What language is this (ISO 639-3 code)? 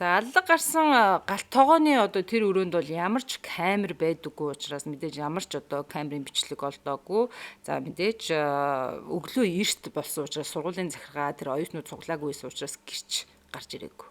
mon